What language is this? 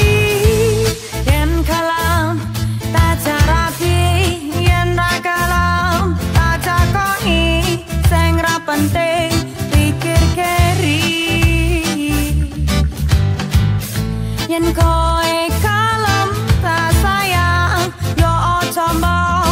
Javanese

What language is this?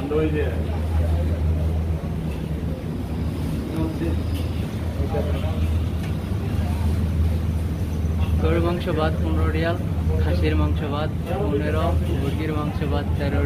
Bangla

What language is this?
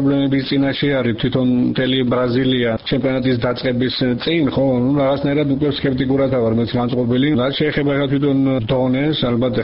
Georgian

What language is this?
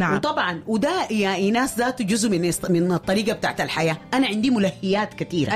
Sudanese Arabic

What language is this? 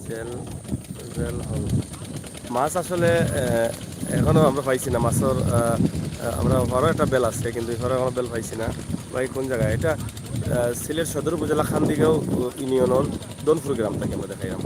Sylheti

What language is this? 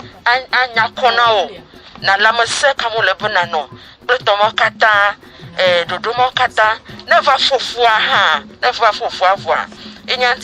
Ewe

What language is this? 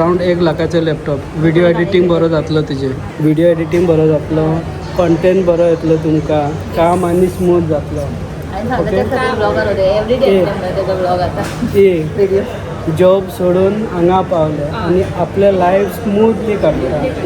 Konkani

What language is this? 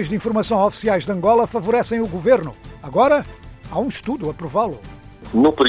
Portuguese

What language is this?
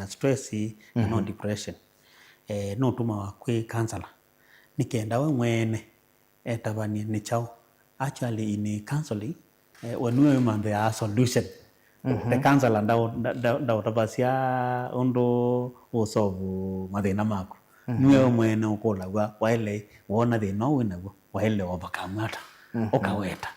Kamba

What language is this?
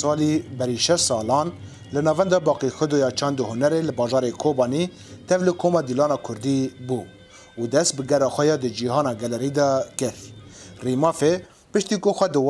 Kurdish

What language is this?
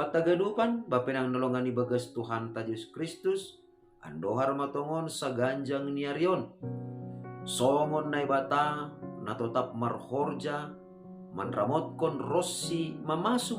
Batak Simalungun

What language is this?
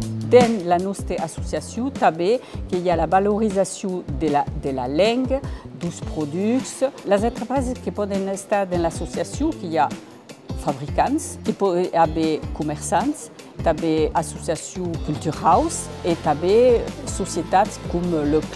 Occitan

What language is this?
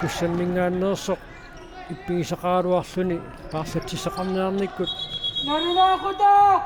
Kalaallisut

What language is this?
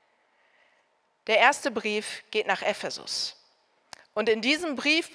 German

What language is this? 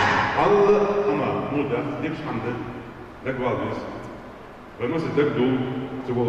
Ingush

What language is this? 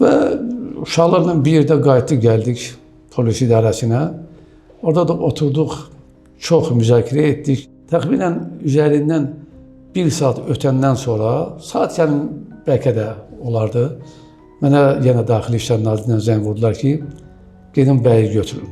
Azerbaijani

